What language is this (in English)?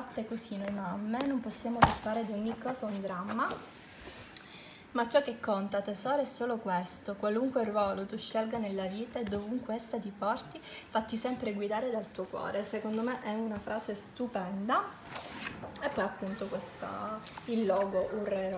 Italian